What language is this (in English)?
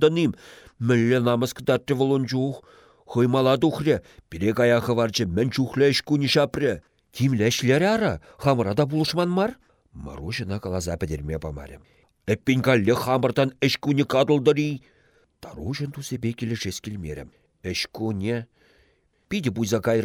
Chuvash